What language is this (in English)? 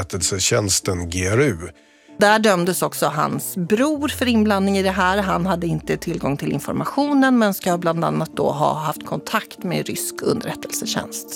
Swedish